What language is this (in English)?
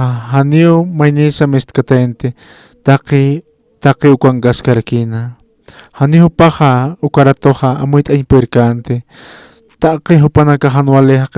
Aymara